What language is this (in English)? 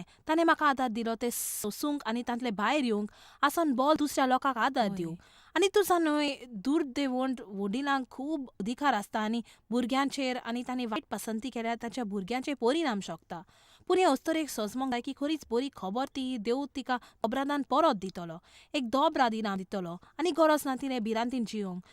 Konkani